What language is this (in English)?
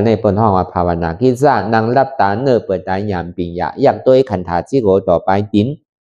Shan